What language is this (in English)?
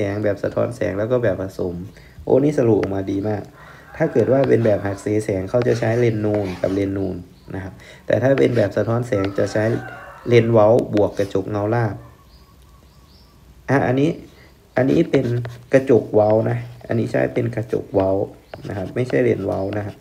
Thai